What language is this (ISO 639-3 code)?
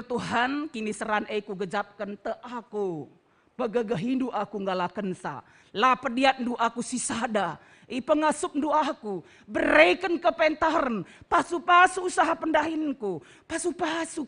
btx